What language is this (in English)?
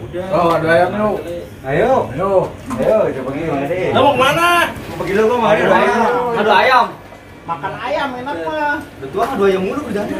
Betawi